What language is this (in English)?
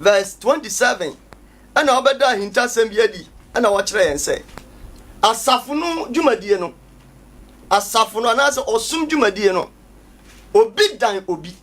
Akan